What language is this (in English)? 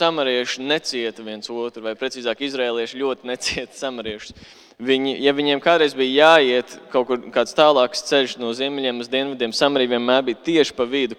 Latvian